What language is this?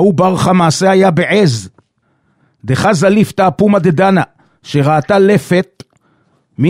Hebrew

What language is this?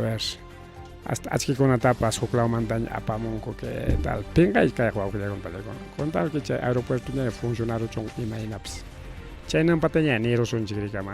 Ayacucho Quechua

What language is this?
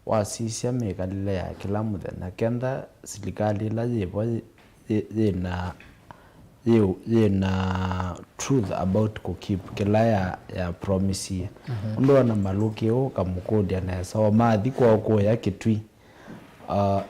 Kamba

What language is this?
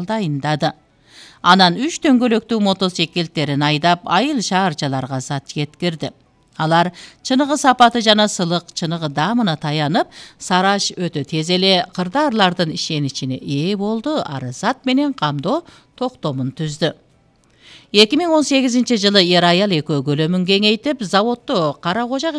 Kyrgyz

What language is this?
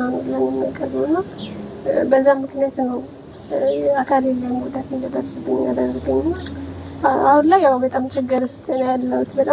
Amharic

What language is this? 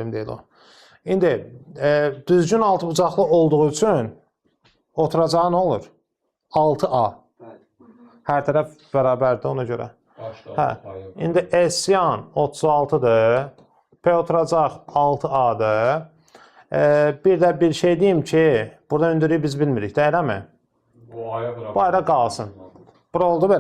Azerbaijani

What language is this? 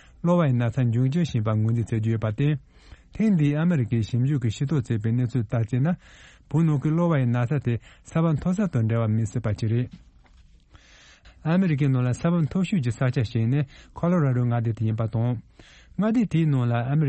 Tibetan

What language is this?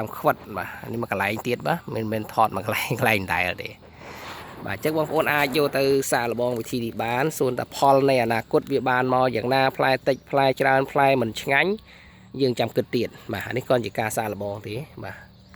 Khmer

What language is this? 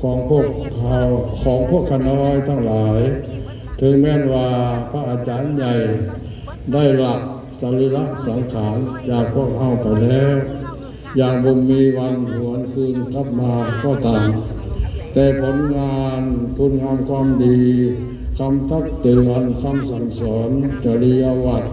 Lao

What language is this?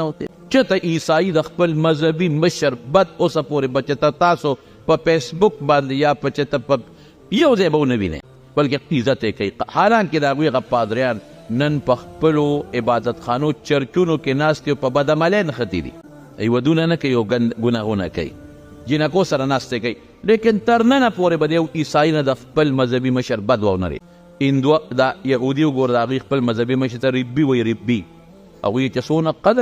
Pashto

